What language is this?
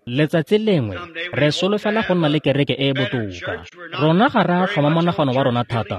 Tswana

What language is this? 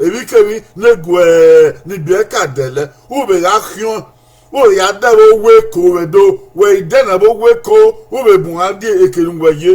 Bini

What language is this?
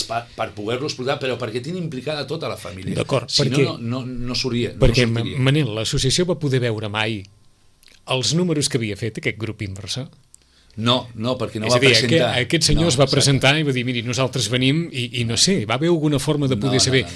Catalan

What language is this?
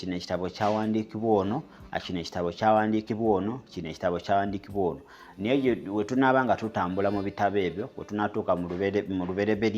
Ganda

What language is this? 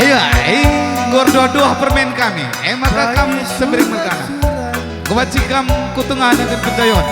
Batak Karo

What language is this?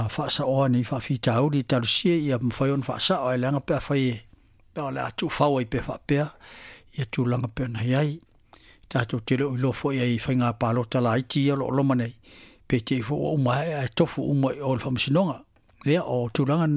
Samoan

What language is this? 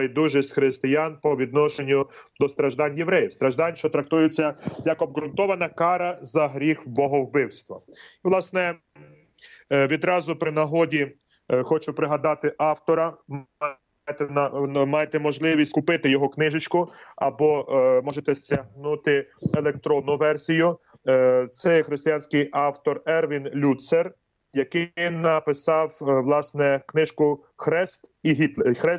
Ukrainian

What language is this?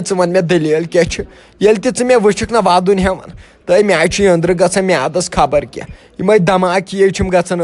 Kashmiri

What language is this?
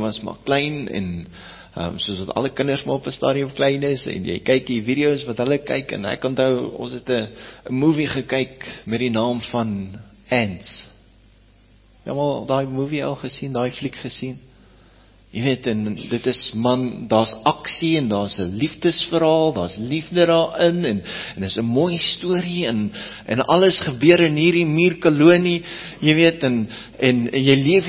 Afrikaans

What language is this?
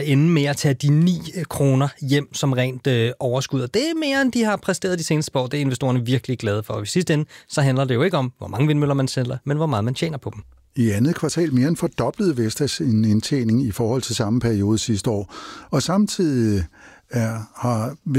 Danish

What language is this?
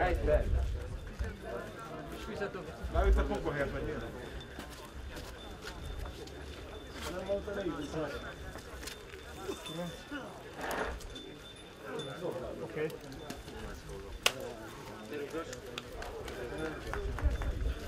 Hungarian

